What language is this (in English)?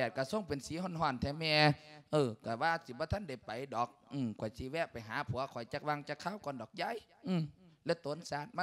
Lao